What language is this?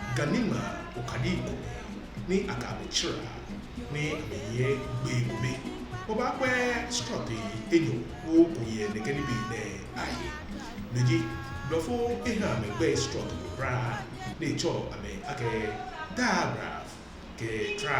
Ga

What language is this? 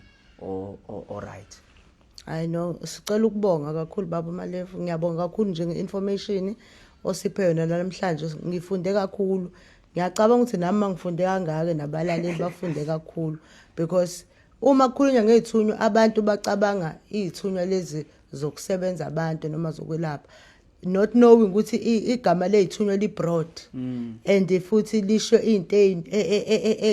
Zulu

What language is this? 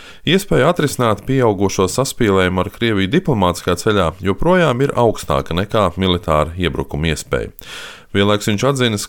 Latvian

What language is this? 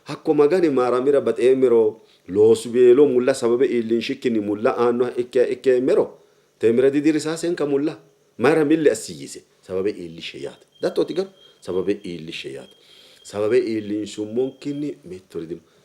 Sidamo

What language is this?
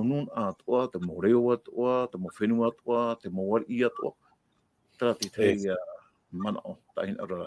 Tahitian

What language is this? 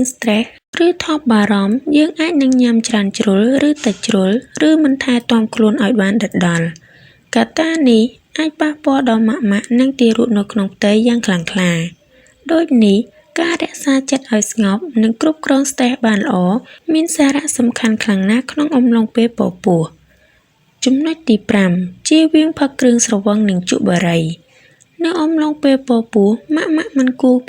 Khmer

